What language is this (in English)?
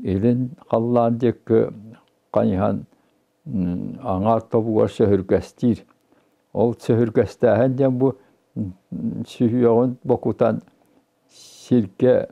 Yakut